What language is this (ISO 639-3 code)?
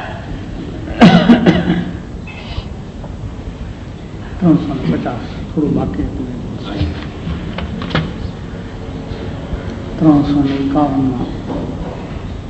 guj